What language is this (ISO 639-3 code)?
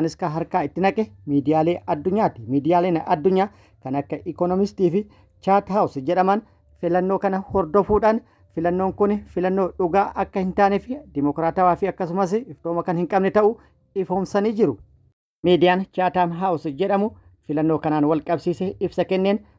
orm